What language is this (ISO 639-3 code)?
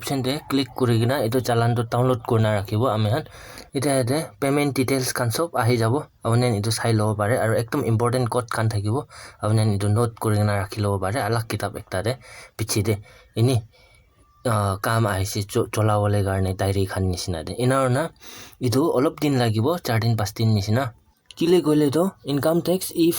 nag